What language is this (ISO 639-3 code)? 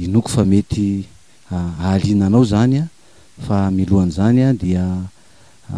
mlg